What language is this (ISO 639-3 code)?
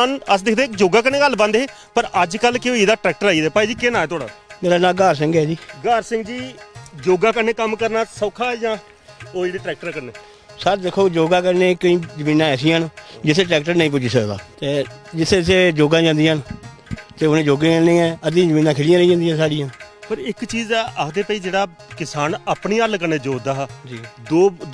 doi